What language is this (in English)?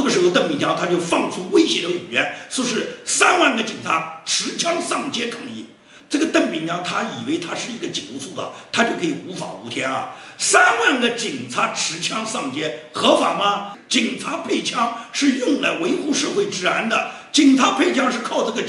Chinese